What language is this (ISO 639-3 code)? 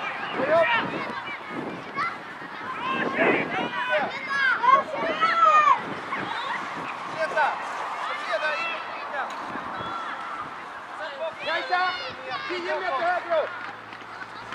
swe